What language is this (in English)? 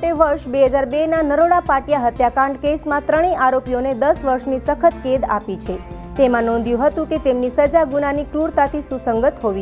Gujarati